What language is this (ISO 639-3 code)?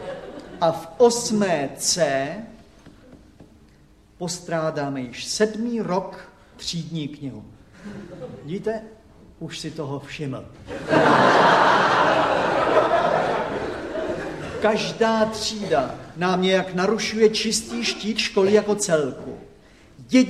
ces